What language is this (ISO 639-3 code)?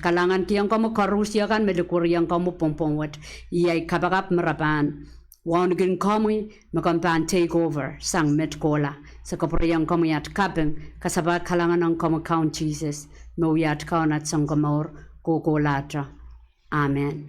pon